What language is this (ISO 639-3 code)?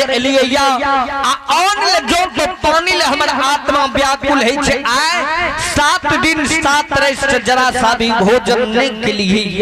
mai